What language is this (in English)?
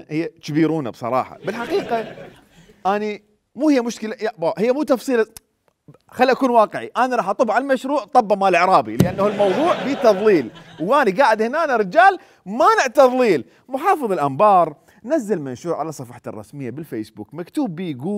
Mesopotamian Arabic